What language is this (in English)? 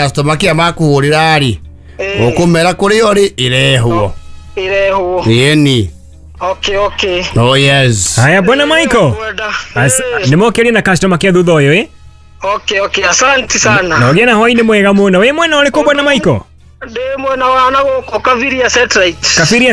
Kikuyu